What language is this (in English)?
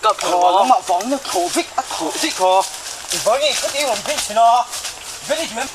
Mizo